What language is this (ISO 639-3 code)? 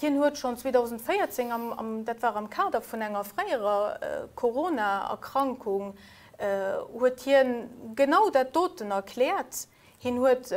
ltz